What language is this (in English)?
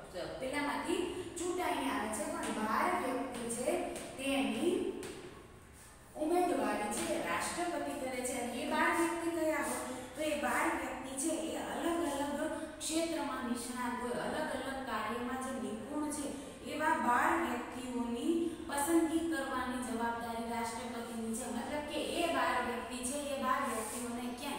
Gujarati